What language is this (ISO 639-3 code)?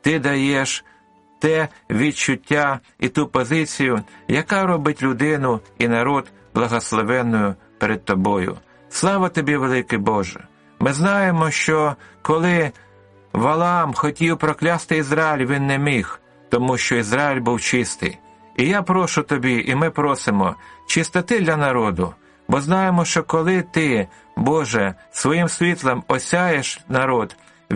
ukr